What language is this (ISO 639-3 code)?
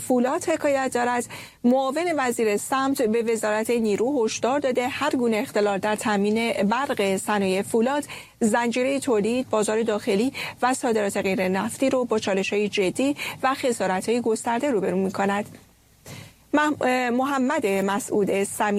fas